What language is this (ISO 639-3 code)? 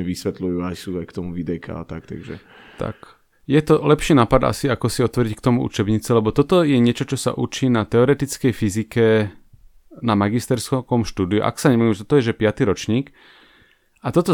slk